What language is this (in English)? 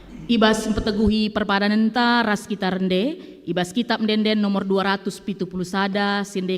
Batak Karo